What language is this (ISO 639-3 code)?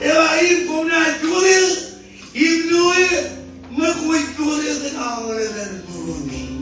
mah